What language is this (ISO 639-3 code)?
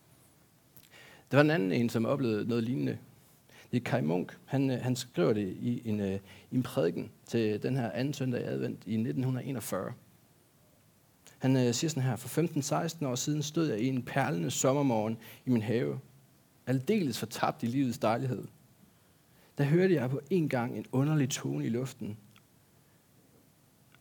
dan